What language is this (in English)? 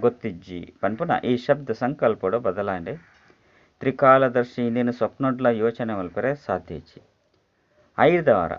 Tulu